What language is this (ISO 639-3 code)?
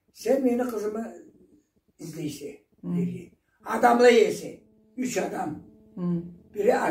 krc